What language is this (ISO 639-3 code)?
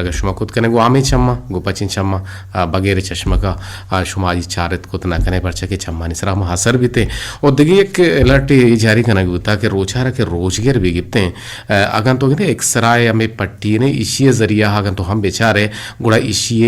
bgp